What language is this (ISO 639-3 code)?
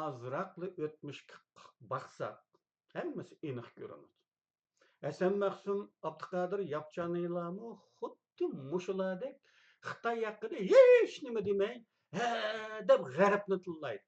uig